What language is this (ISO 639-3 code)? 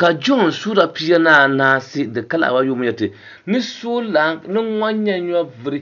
dag